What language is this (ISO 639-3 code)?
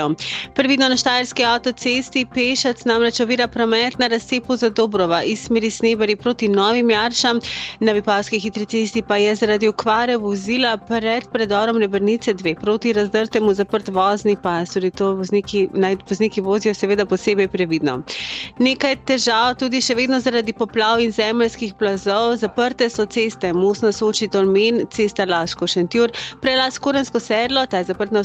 slv